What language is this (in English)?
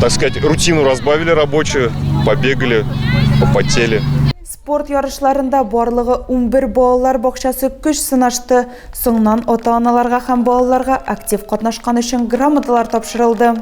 Tatar